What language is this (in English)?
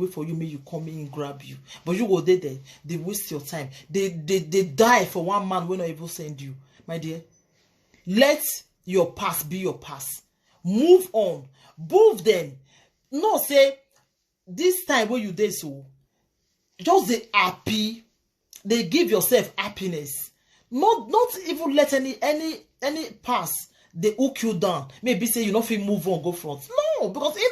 Nigerian Pidgin